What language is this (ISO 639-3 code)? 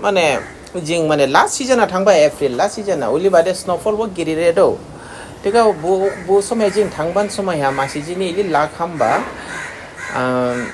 dis